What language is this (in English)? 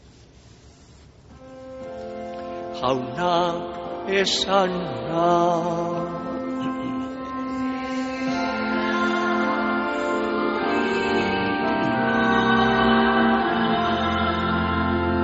Basque